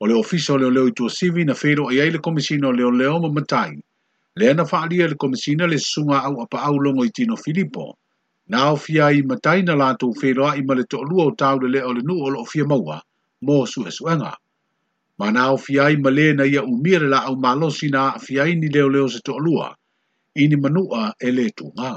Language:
Samoan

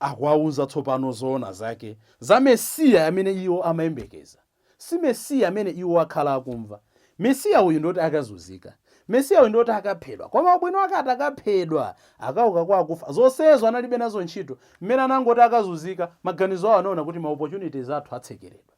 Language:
Nyanja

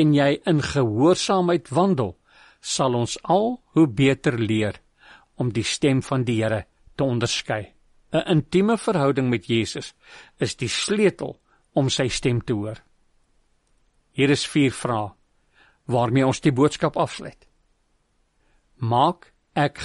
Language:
Afrikaans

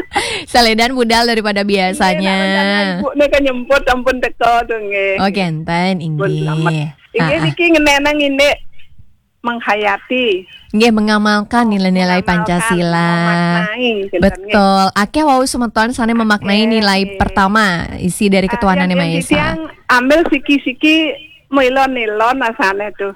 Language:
Balinese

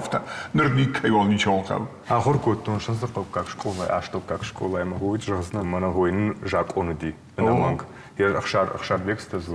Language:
Ossetic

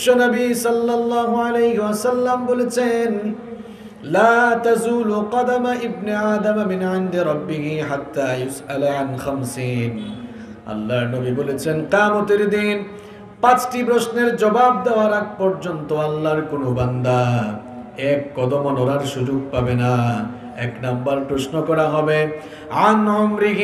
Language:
Bangla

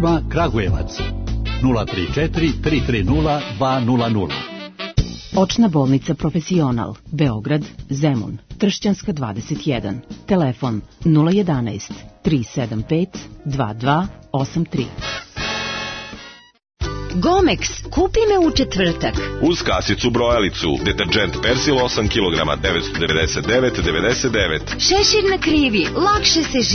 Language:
Serbian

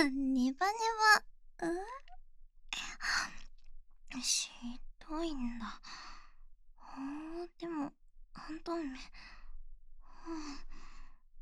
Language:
Japanese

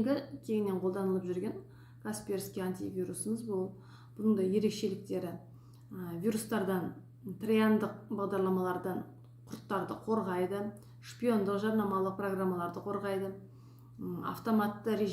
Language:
Kazakh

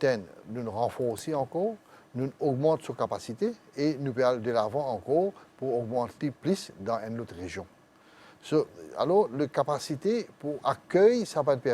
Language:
Morisyen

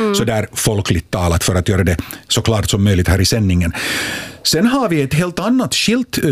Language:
Swedish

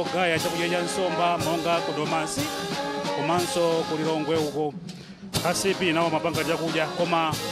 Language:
Nyanja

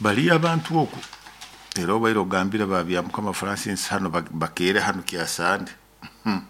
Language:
Nyoro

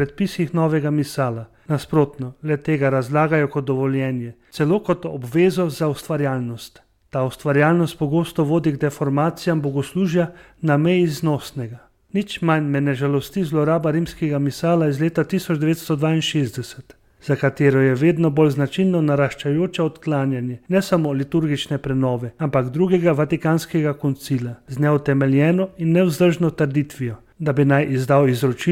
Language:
Slovenian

